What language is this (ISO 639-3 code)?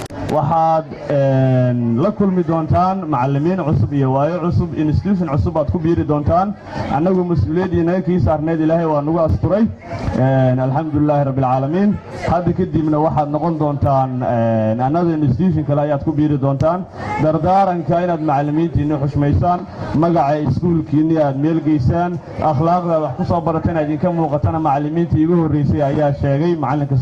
som